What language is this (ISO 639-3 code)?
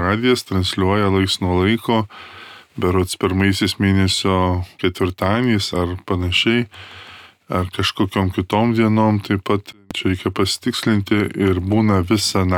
lit